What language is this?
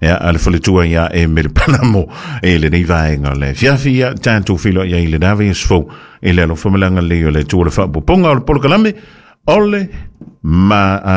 Samoan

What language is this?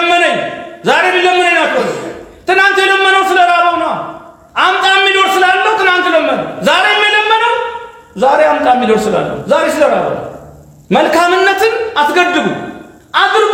Amharic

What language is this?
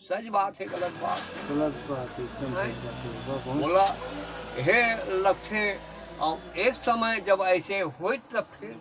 Chhattisgarhi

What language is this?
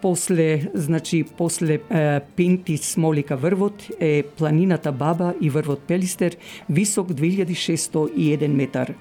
Macedonian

